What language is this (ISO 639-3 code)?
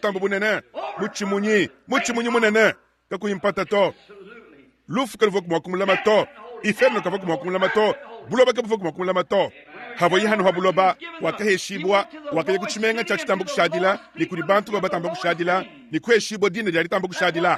lua